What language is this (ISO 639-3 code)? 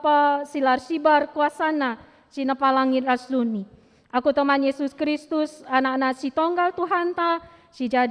btx